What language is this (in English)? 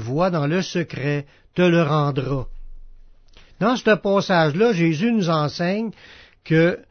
French